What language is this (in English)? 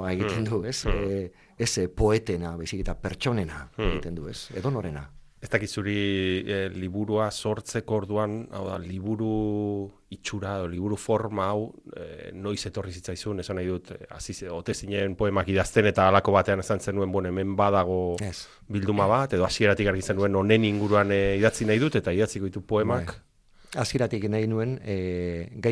Basque